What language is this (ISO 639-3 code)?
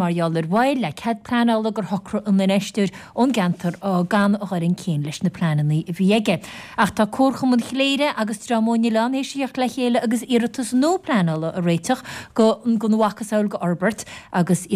gle